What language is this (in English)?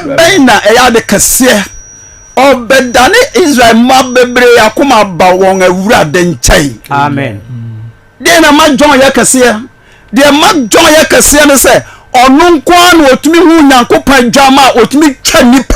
Akan